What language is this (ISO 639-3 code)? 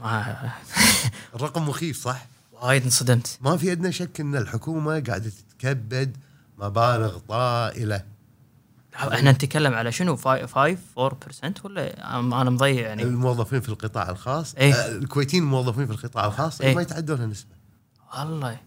afb